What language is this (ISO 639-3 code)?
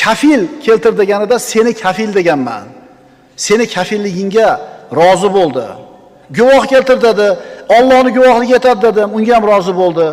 uzb